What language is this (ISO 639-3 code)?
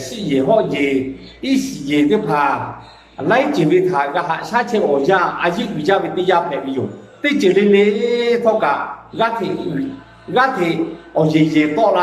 lhu